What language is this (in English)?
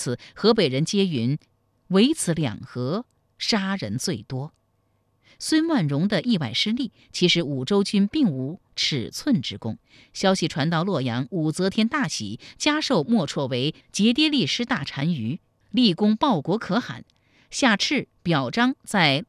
Chinese